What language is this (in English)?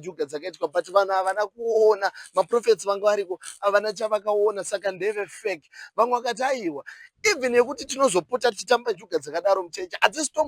Shona